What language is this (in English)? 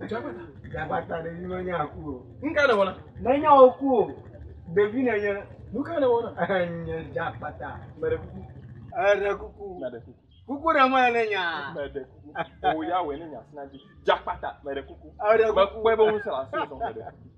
Ewe